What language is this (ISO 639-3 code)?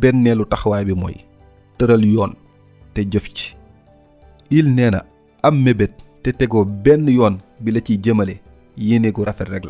wol